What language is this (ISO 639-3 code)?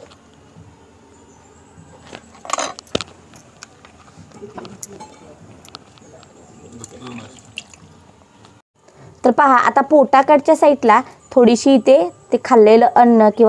mar